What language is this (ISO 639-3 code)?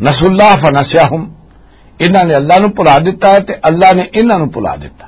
lah